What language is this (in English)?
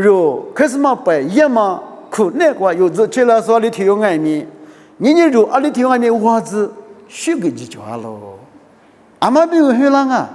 Lisu